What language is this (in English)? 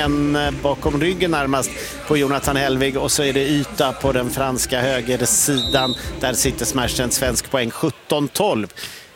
Swedish